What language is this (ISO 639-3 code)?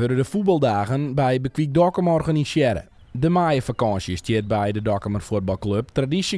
fry